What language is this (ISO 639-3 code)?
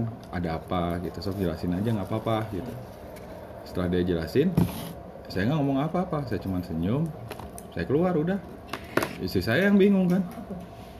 ind